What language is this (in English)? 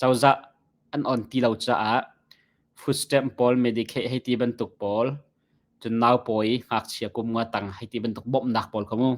Hakha Chin